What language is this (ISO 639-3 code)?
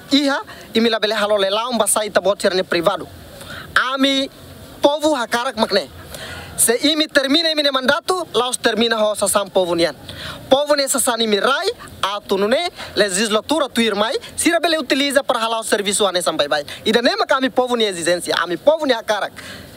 tet